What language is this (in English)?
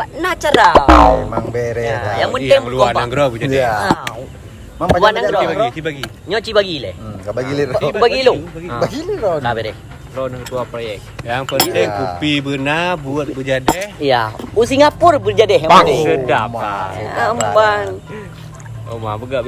Achinese